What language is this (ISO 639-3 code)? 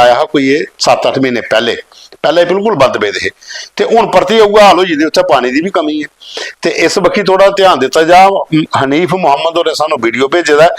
doi